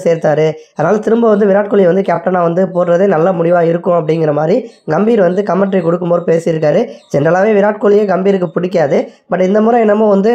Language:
Tamil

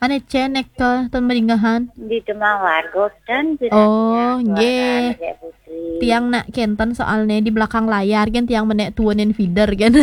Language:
Balinese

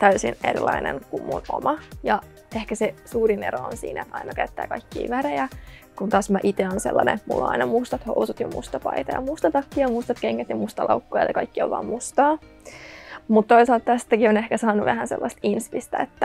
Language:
Finnish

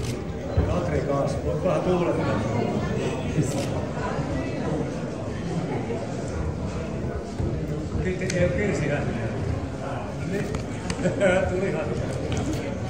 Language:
Finnish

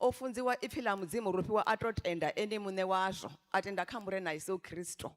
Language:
Venda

